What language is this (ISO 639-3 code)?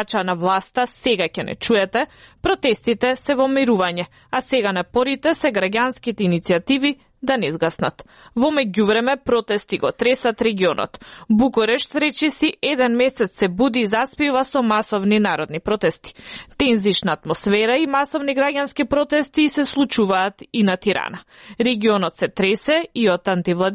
mkd